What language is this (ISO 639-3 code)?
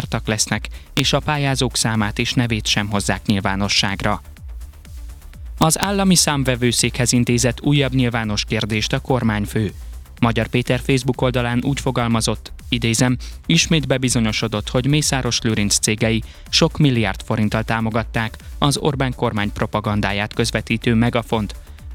hun